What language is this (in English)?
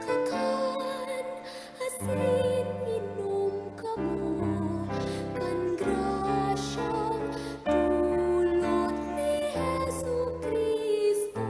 Bikol